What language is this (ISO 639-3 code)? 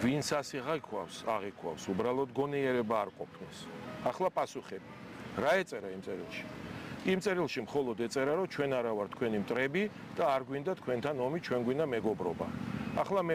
kat